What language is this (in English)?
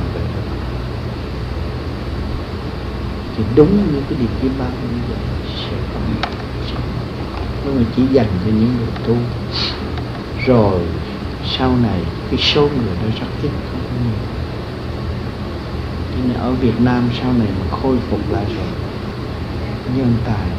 Vietnamese